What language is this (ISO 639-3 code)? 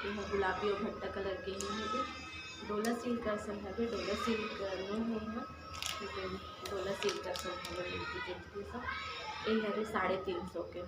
hne